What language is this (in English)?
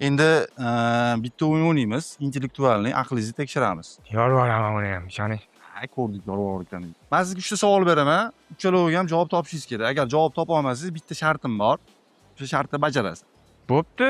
Uzbek